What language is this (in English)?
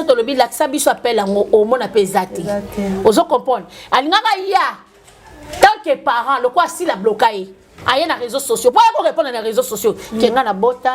Lingala